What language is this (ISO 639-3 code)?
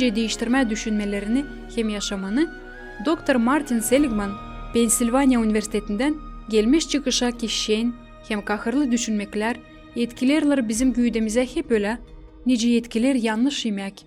gag